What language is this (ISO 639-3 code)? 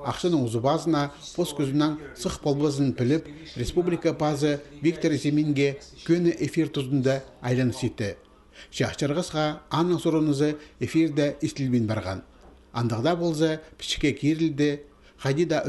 kjh